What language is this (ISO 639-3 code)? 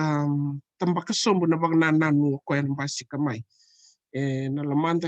fij